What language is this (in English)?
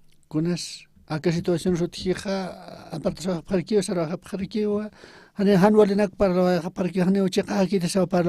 Aymara